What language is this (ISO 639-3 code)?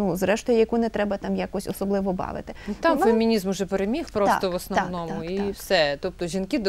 ukr